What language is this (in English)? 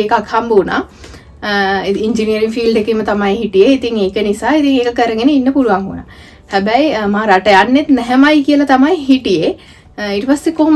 Sinhala